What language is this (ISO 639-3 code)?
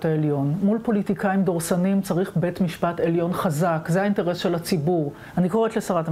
heb